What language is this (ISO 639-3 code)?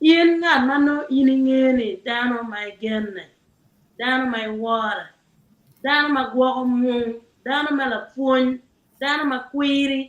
ach